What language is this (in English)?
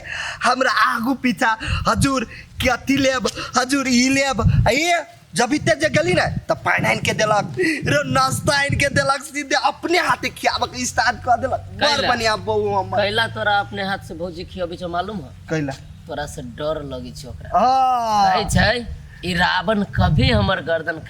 Maithili